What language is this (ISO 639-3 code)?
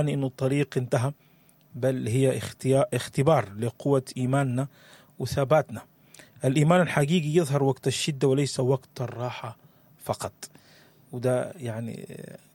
apd